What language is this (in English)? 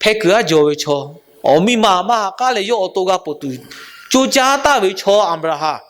Lahu